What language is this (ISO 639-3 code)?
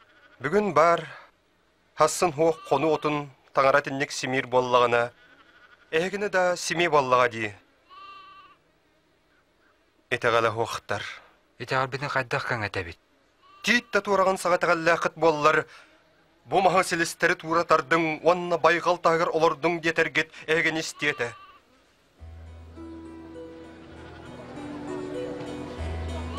sah